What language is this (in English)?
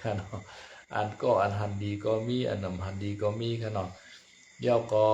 Shan